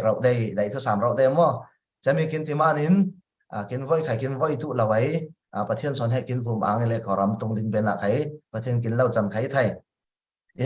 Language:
Falam Chin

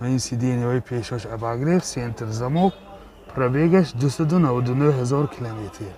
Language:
Tajik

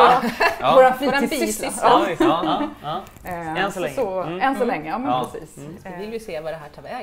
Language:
Swedish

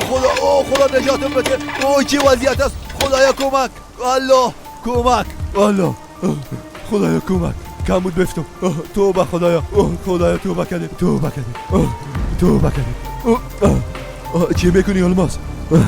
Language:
Persian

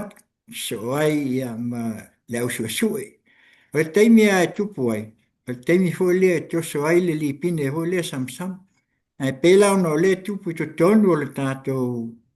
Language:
Samoan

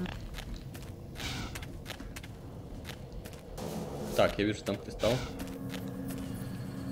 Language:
Russian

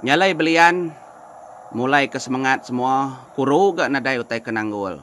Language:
Iban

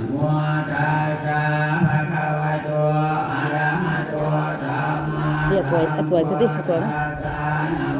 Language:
Pali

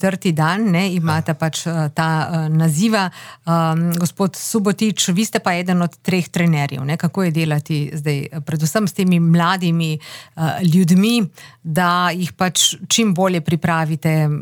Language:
Slovenian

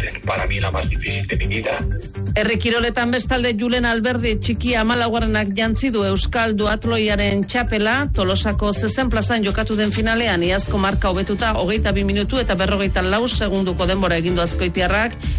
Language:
Basque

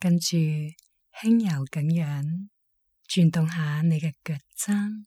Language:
Cantonese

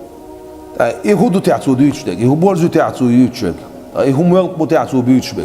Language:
Chechen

